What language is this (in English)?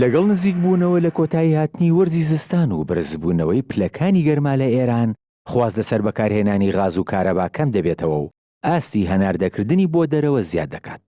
Central Kurdish